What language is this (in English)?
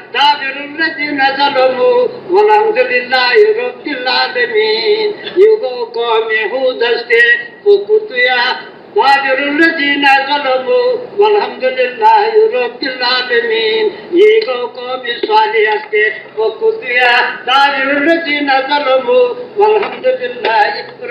Kashmiri